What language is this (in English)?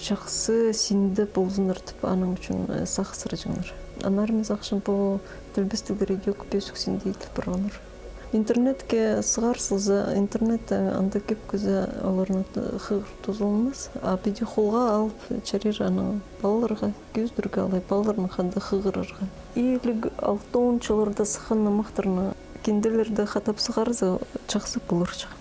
Khakas